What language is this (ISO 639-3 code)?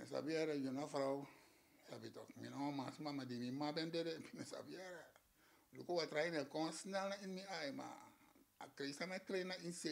srn